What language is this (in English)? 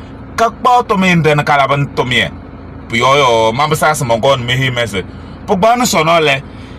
Kabiyè